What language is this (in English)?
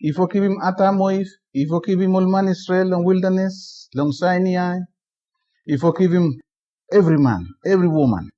Bislama